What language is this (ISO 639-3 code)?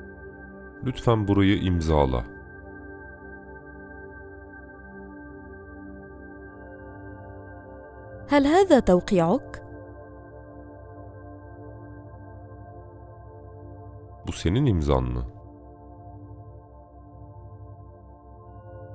tur